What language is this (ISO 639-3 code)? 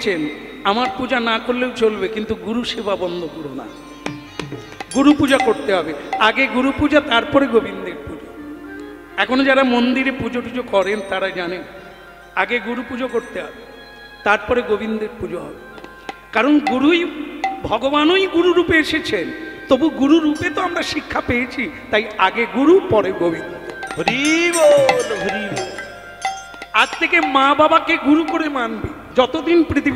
ben